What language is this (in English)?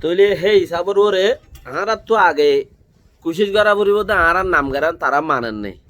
Rohingya